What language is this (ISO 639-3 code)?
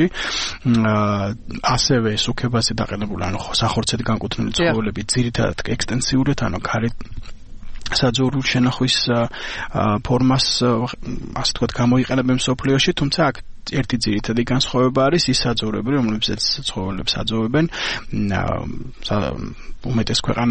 kat